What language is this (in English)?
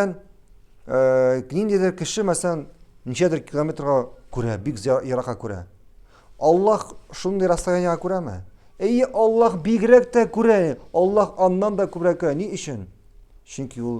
Tatar